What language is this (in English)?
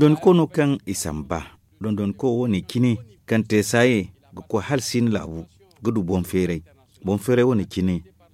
Zarma